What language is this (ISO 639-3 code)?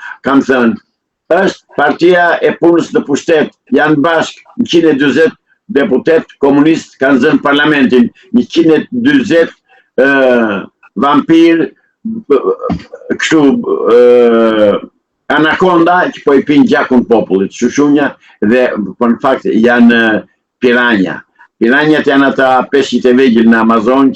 sqi